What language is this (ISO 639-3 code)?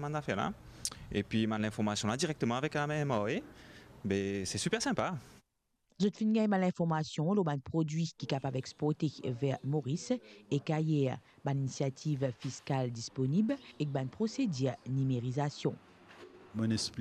mfe